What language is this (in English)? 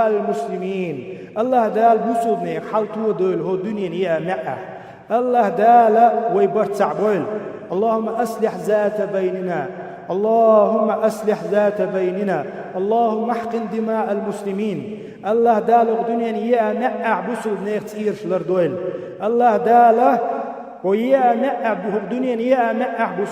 Chechen